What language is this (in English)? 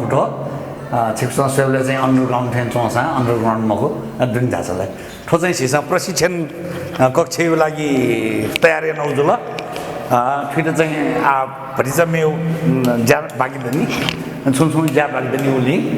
Newari